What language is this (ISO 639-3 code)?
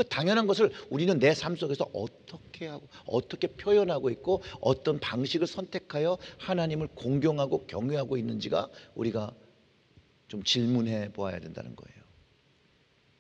kor